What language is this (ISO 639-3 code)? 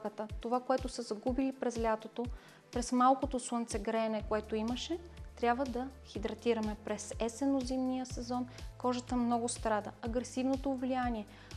bul